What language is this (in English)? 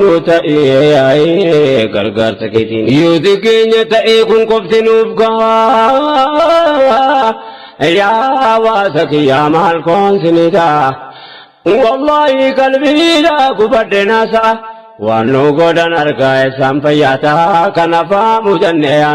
Oromo